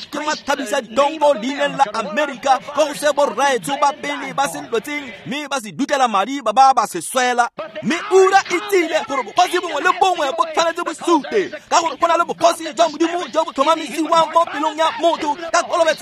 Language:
Tswana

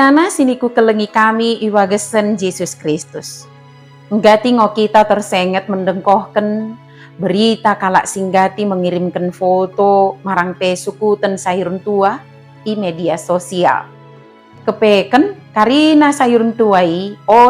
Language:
Batak Dairi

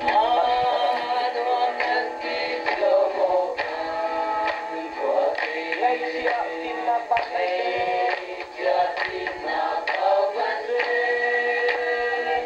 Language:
Hakha Chin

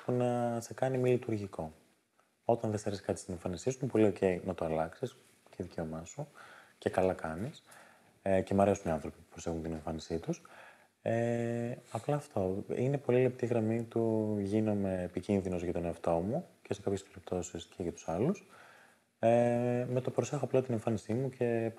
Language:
Greek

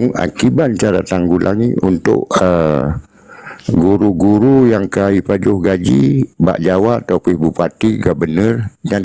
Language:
Achinese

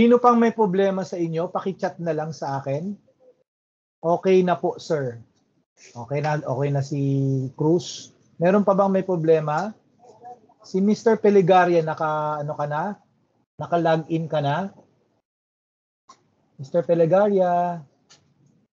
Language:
Filipino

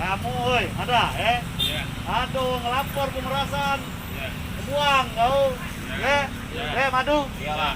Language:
Musi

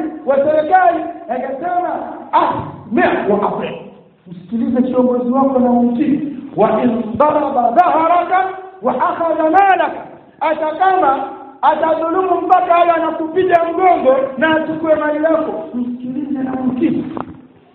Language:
Swahili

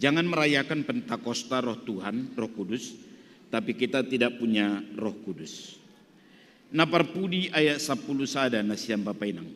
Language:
Batak Simalungun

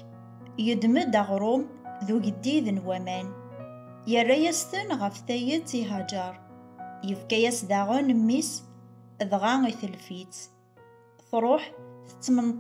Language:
Kabyle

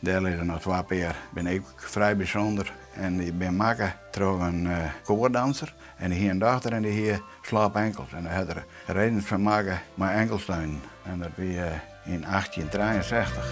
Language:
Western Frisian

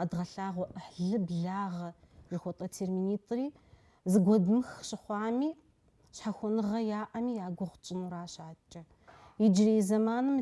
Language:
Kabardian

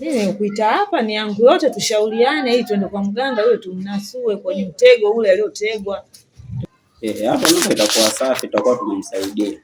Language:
Swahili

